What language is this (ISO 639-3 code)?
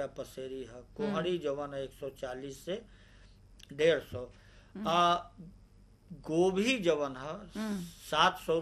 bho